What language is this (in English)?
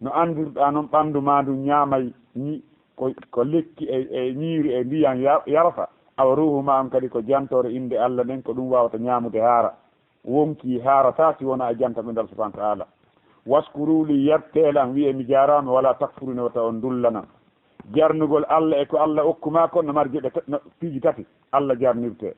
Fula